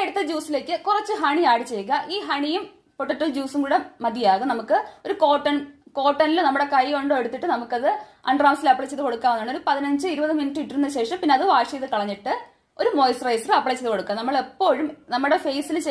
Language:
Malayalam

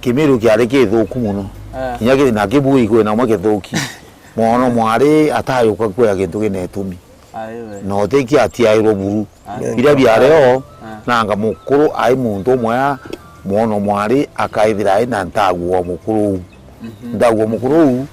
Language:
Meru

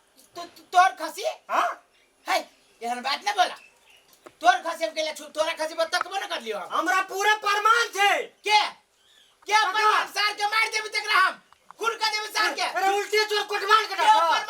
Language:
Maithili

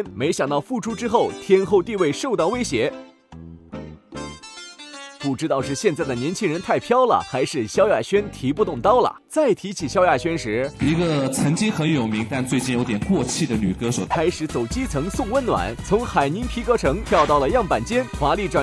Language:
Chinese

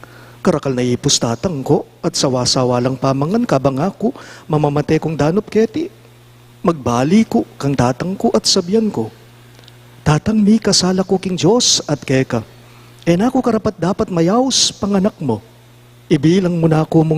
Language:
Pampanga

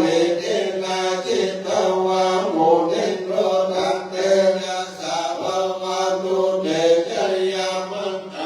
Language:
Pali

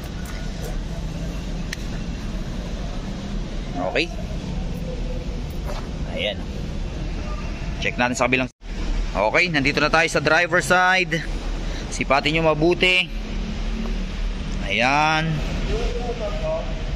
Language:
Filipino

